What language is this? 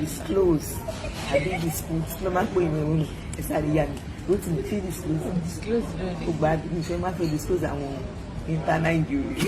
Yoruba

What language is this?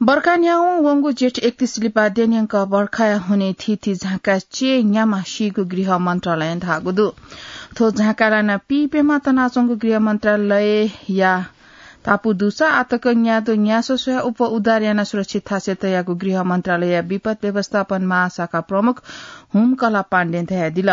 Newari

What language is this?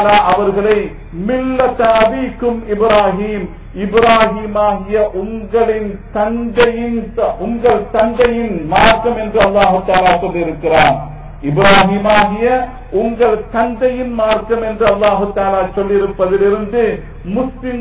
Tamil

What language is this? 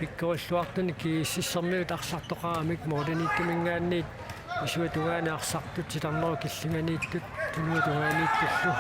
Kalaallisut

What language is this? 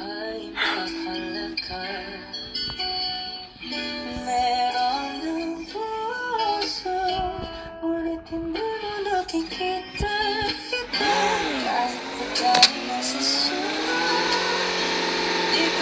Filipino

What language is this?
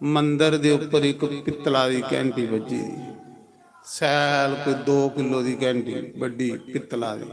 Dogri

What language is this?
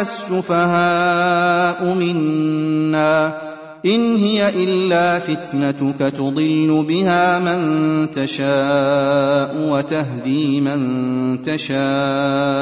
Arabic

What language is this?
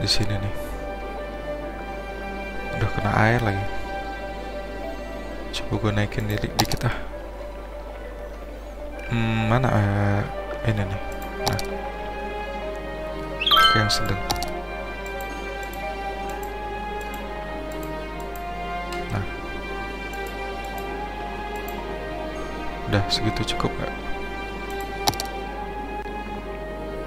Indonesian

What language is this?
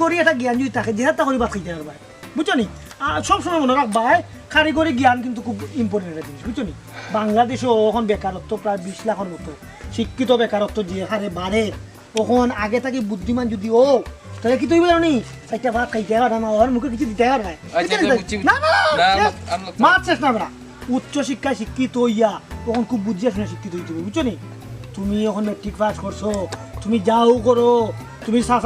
Sylheti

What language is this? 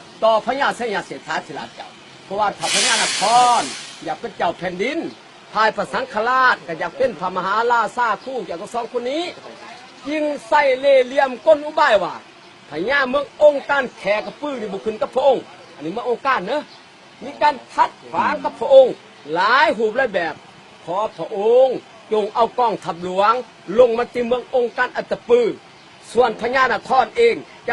Lao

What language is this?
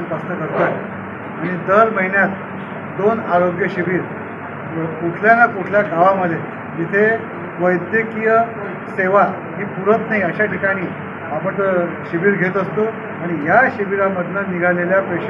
Marathi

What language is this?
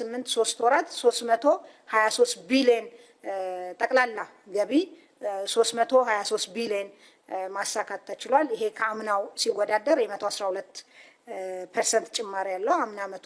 Amharic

